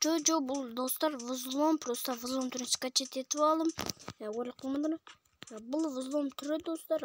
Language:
Kazakh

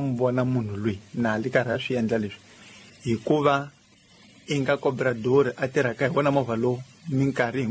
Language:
Tsonga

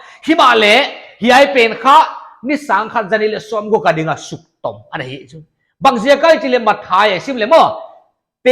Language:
Paite Chin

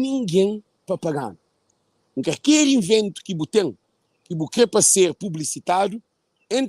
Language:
Kabuverdianu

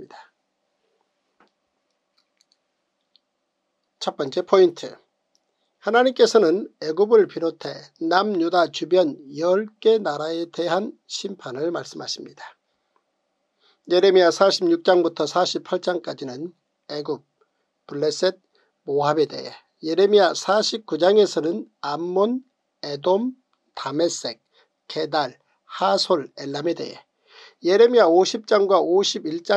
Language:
Korean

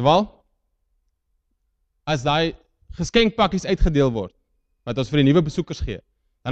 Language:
Afrikaans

